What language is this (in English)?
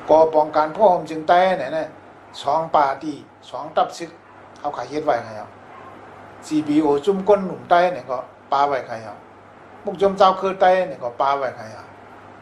Shan